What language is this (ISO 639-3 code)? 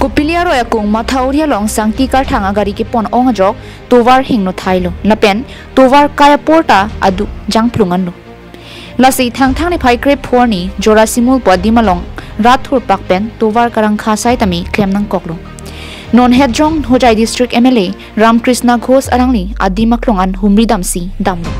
mjw